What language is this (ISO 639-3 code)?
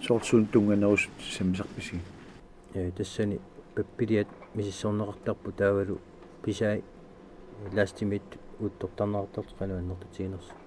kal